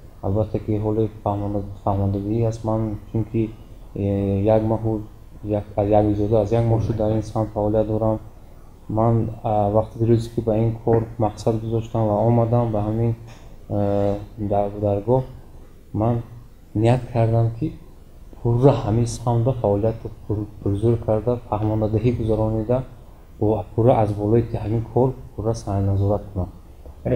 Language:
Tajik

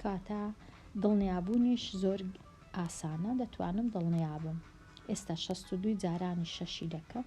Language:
Central Kurdish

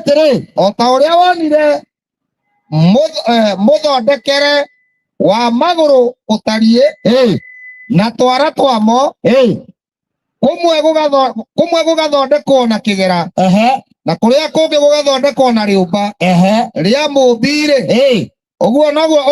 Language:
Kikuyu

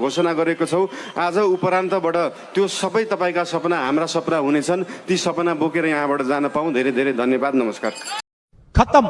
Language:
Nepali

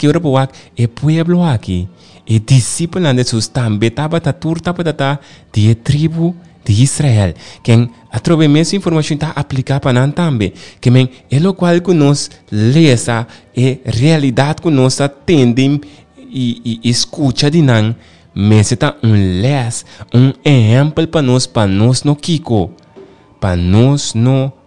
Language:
Papiamento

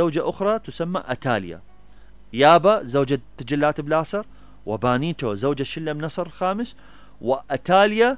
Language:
Mesopotamian Arabic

